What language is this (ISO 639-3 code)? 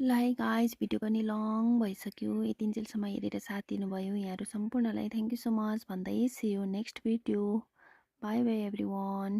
nep